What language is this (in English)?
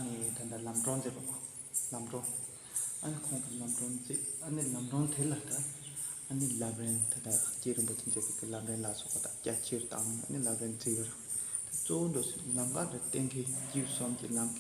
Tibetan